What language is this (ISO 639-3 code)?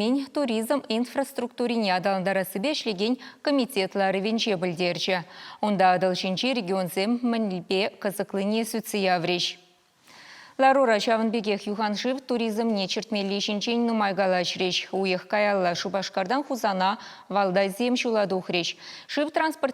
chv